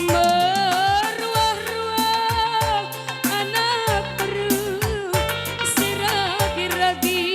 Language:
Batak Karo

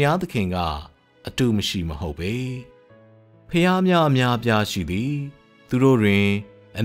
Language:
Burmese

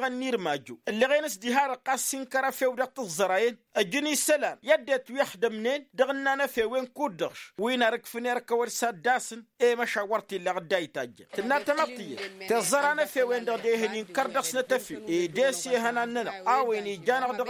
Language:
Tamasheq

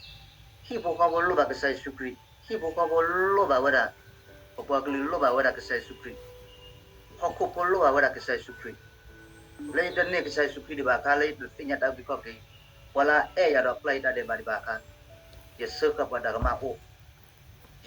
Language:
S'gaw Karen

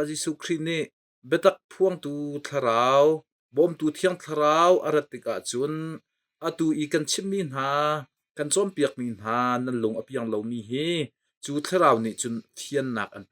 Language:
Hakha Chin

